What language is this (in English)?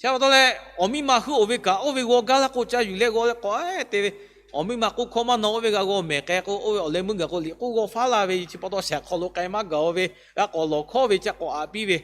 Lahu